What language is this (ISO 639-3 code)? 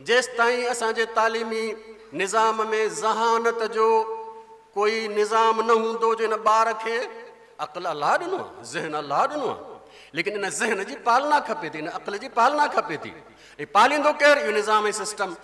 snd